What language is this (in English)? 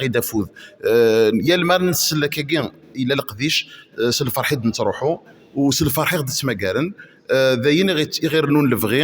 Kabyle